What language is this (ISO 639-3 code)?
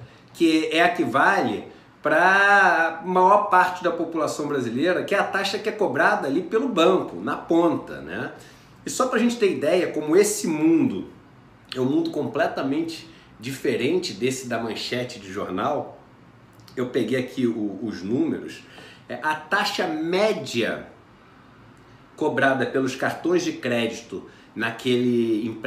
por